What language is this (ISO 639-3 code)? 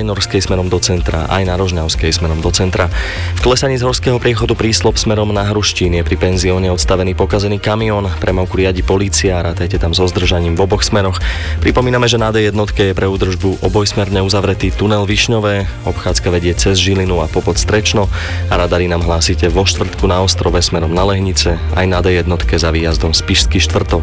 slk